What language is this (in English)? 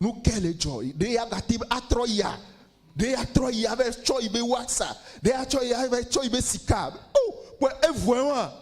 Ewe